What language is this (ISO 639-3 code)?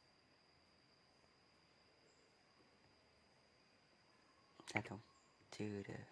lao